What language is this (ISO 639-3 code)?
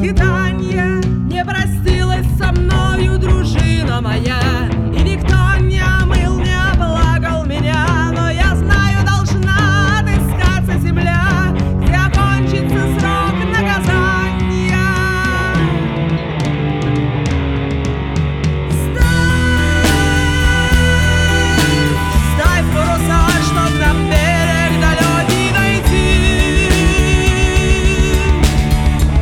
rus